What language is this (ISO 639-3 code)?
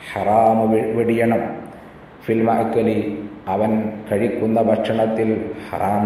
mal